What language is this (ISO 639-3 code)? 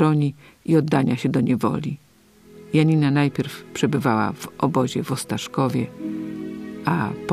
pol